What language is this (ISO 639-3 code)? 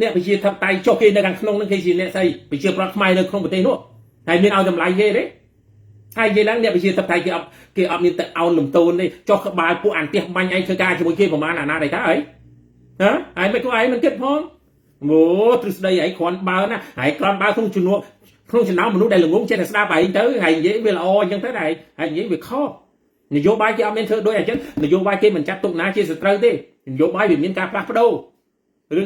khm